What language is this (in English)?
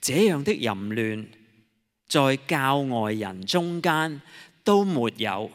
Cantonese